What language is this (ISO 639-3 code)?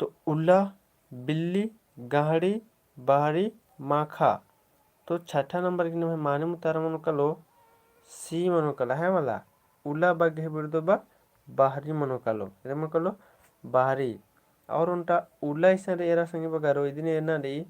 kru